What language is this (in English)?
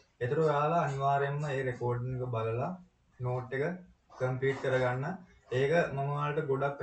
Sinhala